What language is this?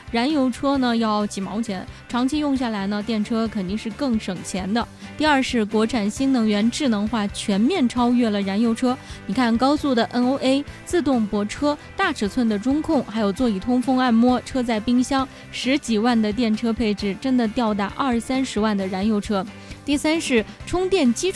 Chinese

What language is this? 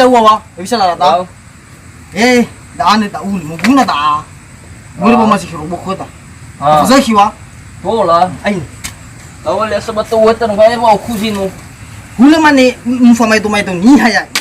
Nias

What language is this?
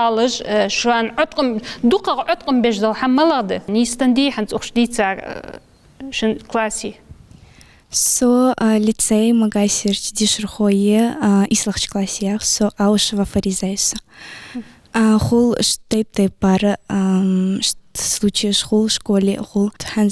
Ingush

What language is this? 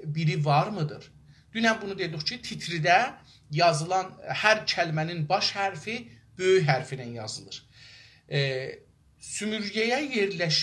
South Azerbaijani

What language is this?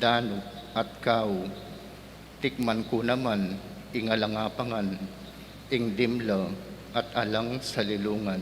Pampanga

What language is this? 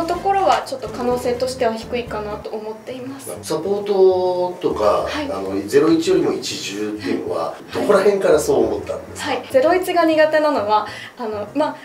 Japanese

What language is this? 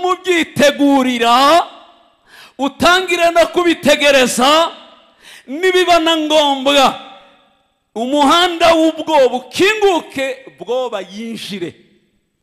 Kinyarwanda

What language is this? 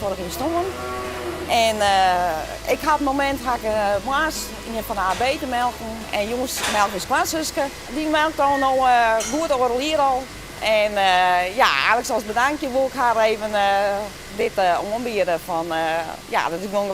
Western Frisian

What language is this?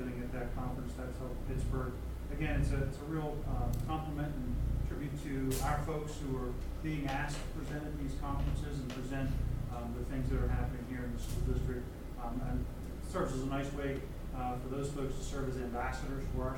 English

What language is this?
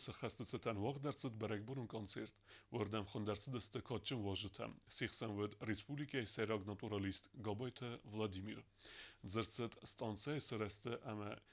Ossetic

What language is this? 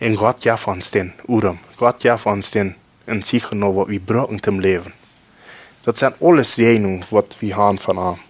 Plautdietsch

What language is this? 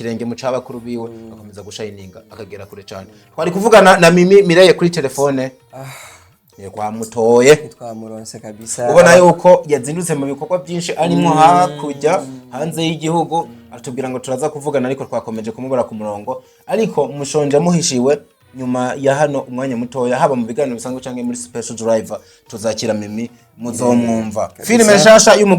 Rundi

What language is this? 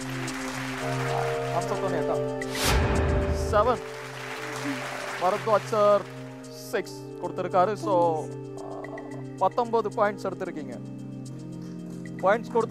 Tamil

